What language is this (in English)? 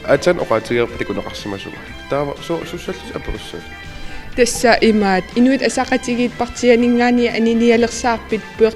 Kalaallisut